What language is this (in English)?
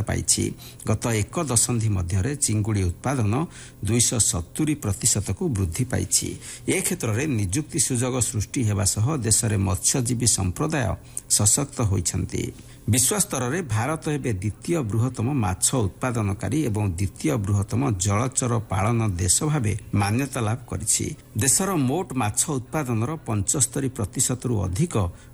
Odia